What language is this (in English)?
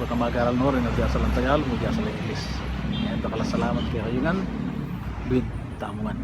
Pampanga